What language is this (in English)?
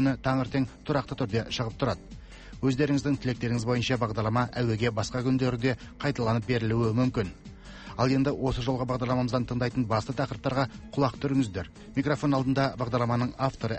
Kazakh